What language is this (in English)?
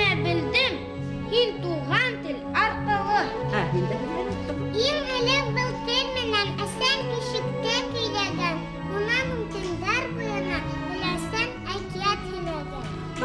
Bashkir